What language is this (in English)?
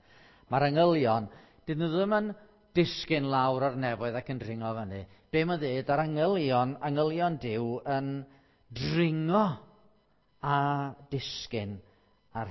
Welsh